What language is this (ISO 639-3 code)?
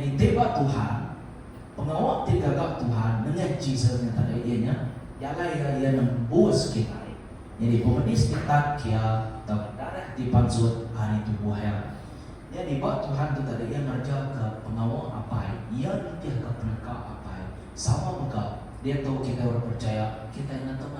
iba